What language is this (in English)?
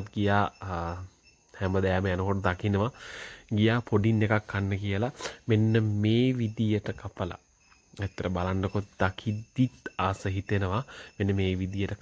Sinhala